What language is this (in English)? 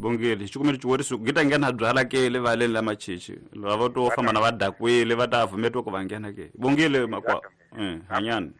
Tsonga